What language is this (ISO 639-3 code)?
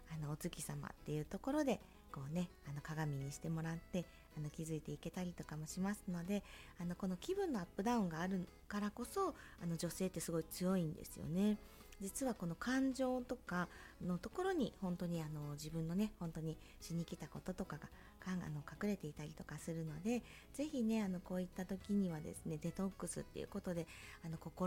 jpn